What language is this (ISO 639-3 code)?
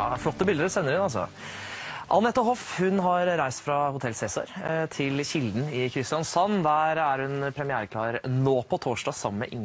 nor